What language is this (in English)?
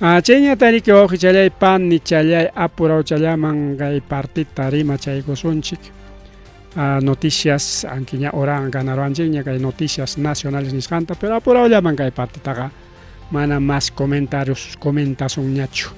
Ayacucho Quechua